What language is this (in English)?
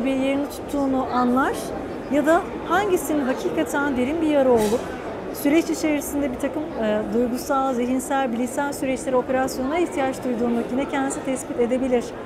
Turkish